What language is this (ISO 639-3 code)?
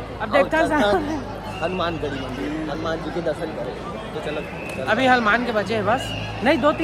hne